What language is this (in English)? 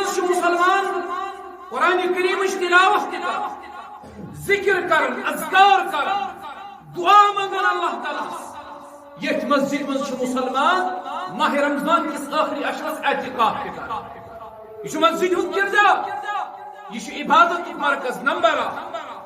Kashmiri